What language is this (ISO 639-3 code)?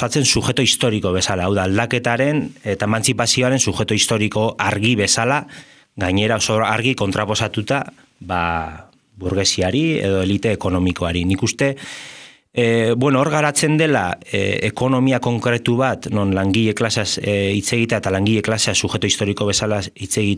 eus